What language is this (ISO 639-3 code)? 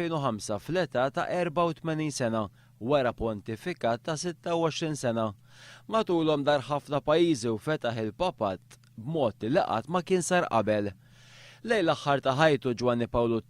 mlt